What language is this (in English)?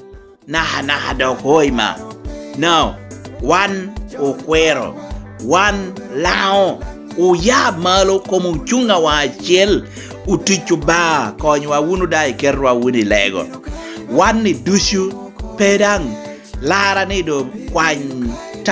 Lango (Uganda)